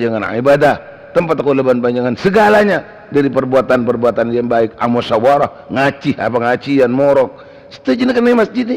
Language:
Madurese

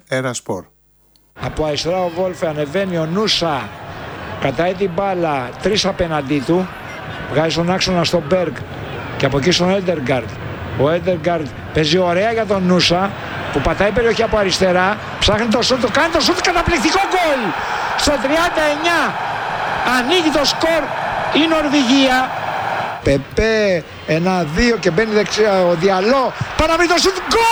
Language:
Greek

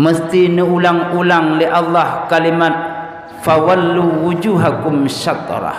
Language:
Achinese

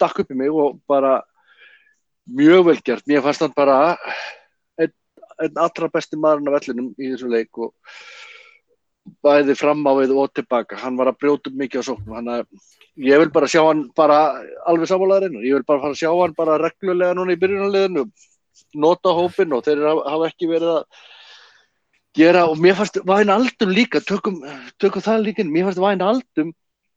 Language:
Icelandic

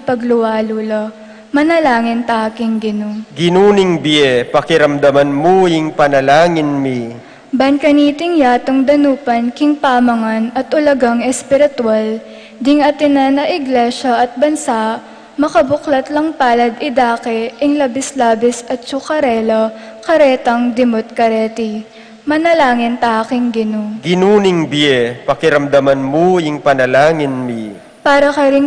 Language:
Pampanga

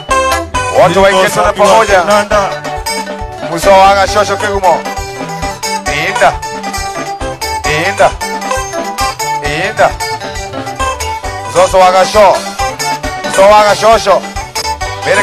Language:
Kikuyu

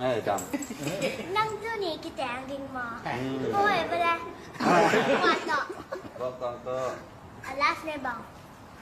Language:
Tedim Chin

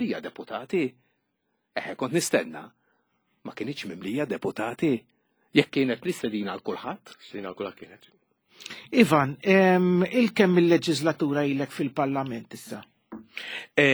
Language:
Maltese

